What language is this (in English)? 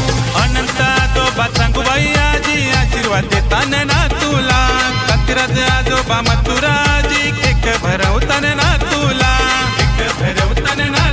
Marathi